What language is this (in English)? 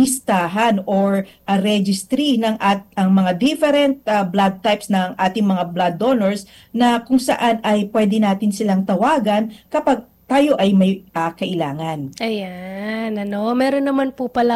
Filipino